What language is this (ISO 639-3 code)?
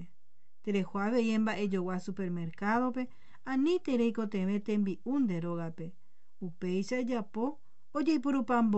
grn